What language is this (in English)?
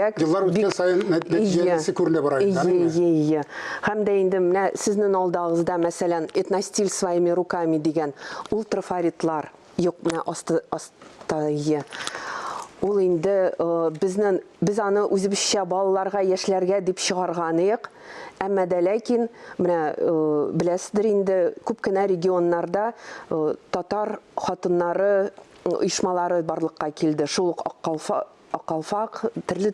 Tatar